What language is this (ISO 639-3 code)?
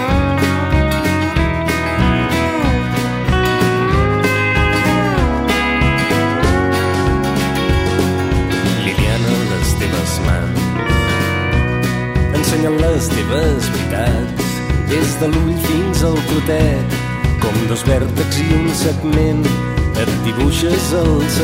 cat